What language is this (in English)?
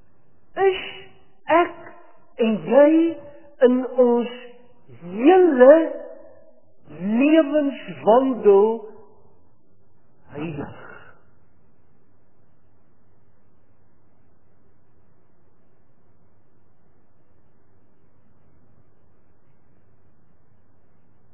Afrikaans